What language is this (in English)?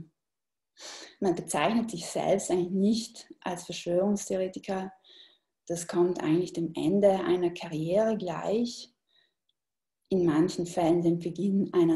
German